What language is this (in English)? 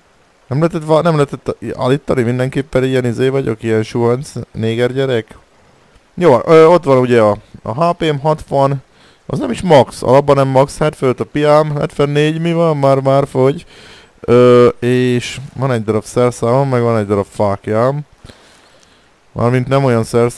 Hungarian